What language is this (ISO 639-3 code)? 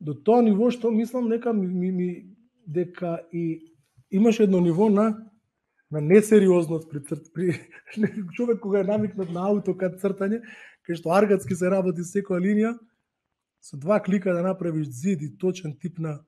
mkd